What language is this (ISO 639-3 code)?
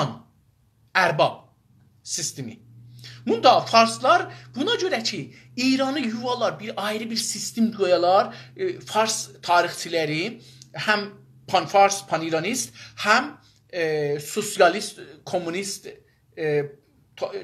azb